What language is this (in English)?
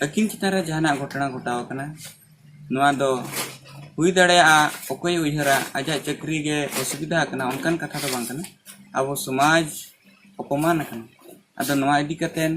Santali